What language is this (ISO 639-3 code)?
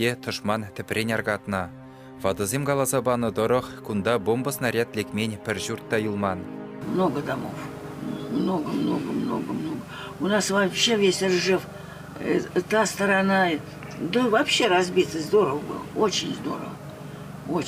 chv